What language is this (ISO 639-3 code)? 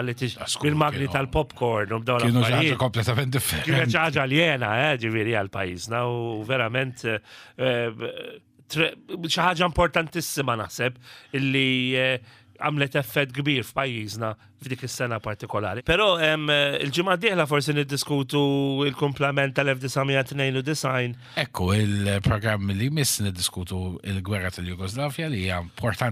mlt